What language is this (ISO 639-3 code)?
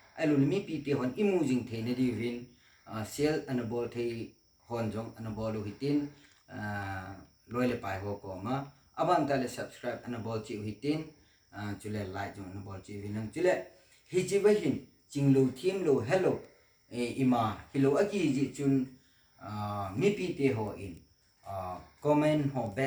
tcz